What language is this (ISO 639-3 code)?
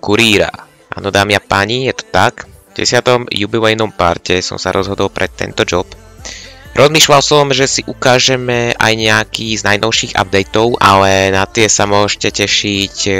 slk